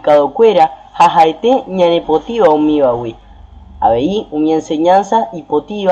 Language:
Guarani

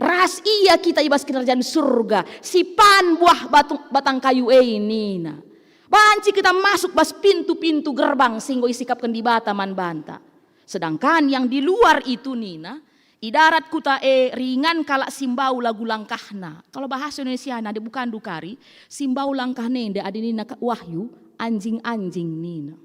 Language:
Batak Karo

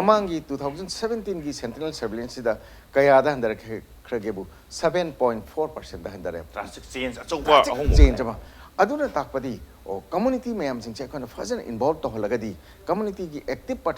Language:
Manipuri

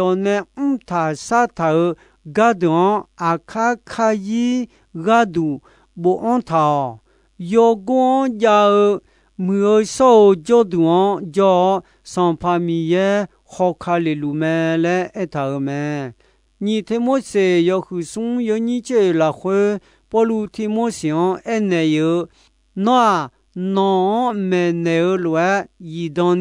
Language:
Akha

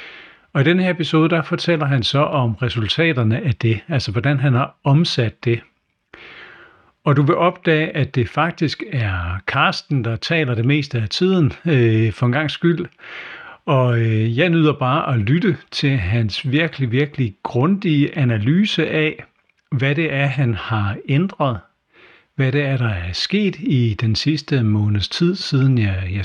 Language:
Danish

